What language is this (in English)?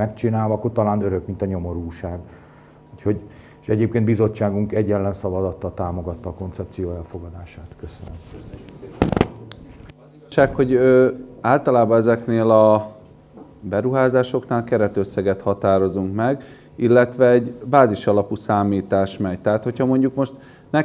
Hungarian